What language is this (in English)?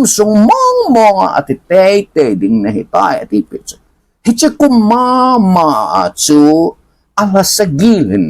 Thado Chin